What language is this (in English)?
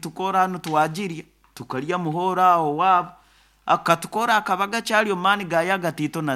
Nyoro